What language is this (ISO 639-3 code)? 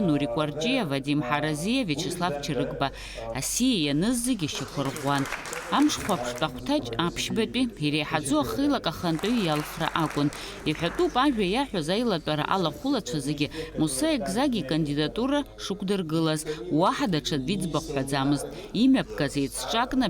abk